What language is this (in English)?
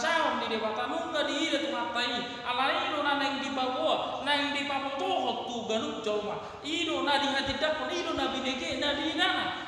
Batak Toba